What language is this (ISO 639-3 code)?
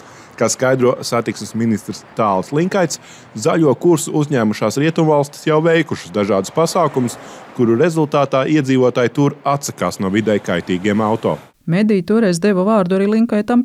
lav